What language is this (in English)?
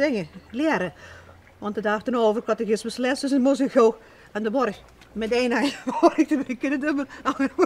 Limburgish